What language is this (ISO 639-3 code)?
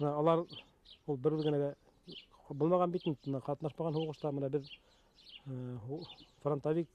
bak